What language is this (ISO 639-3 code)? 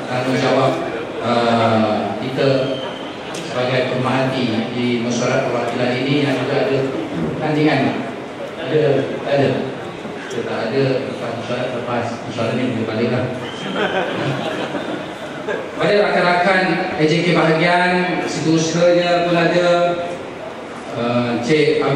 msa